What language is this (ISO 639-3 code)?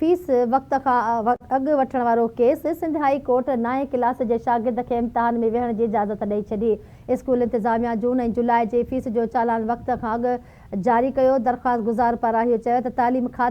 snd